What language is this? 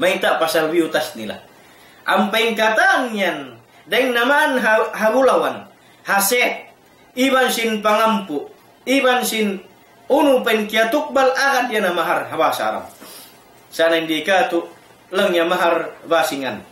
Tausug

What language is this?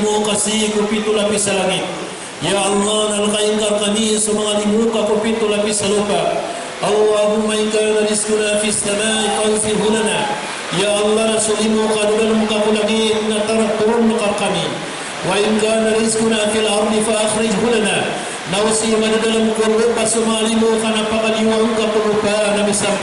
Maranao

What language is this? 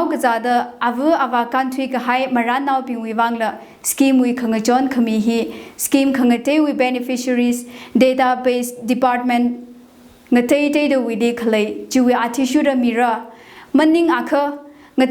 Tangkhul Naga (India)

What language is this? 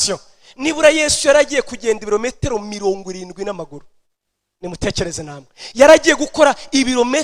Kinyarwanda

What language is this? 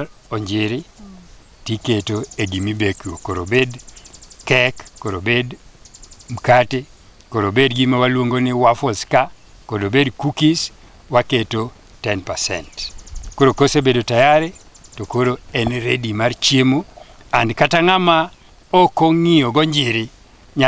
Luo (Kenya and Tanzania)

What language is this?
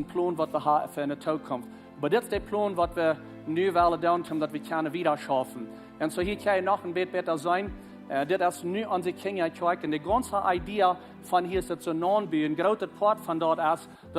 Plautdietsch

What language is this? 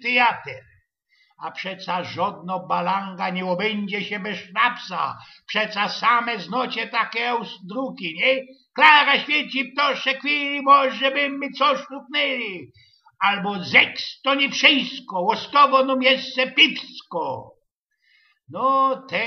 Silesian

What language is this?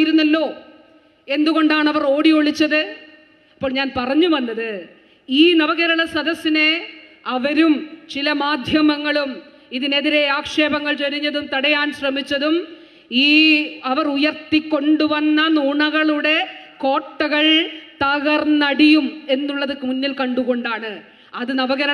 Malayalam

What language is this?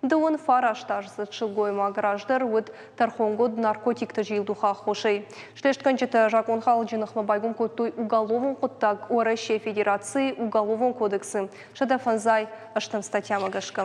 Ossetic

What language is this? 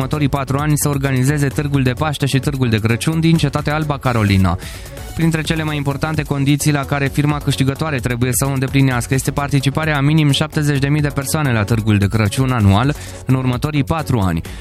Romanian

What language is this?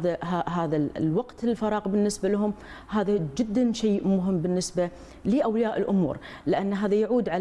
Arabic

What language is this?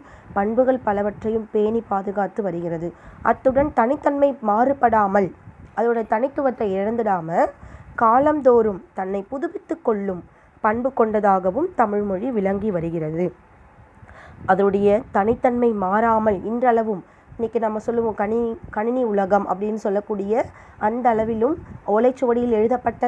Tamil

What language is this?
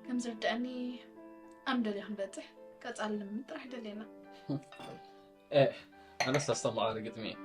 Tigrinya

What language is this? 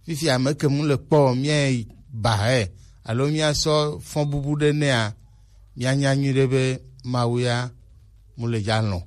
Gen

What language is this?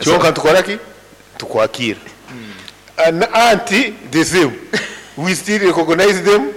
Nyankole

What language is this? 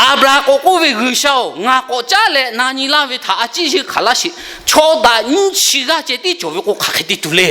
Lahu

